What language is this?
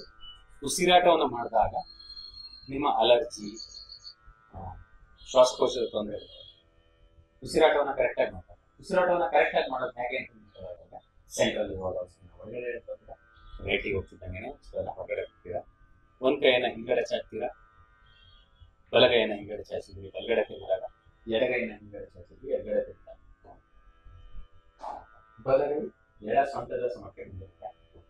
Kannada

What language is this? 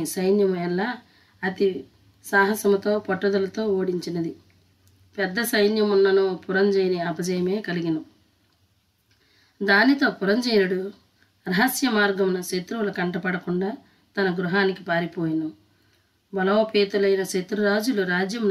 Telugu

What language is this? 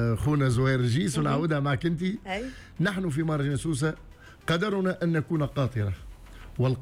Tunisian Arabic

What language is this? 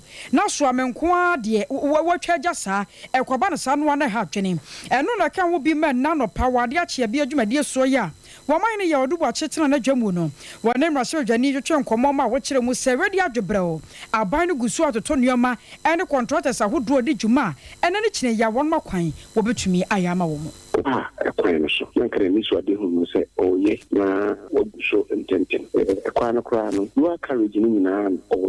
Akan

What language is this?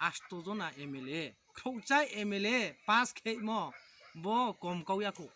Kok Borok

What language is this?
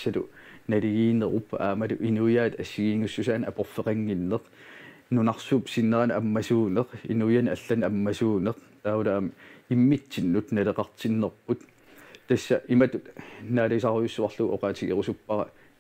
Kalaallisut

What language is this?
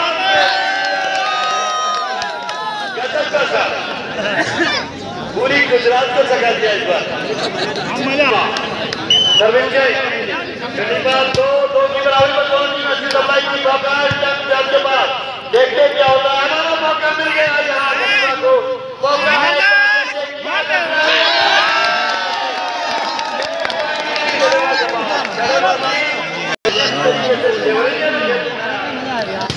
Hindi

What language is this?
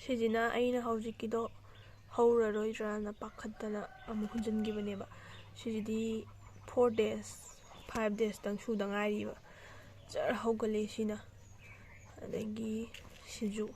Manipuri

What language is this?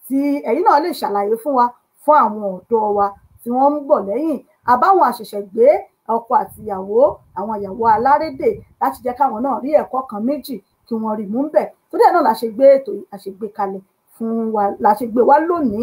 Yoruba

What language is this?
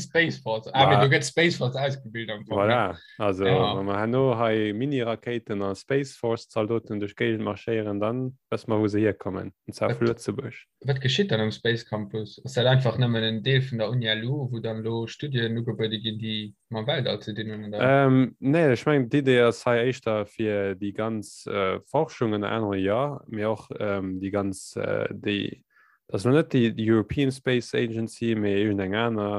Luxembourgish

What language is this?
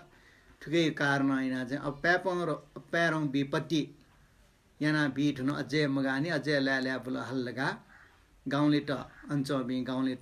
Newari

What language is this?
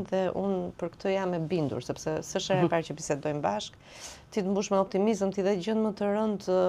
Albanian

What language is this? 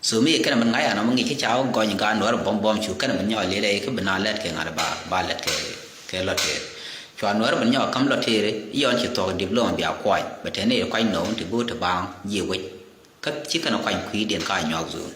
Nuer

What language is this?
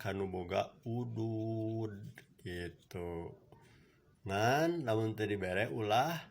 Sundanese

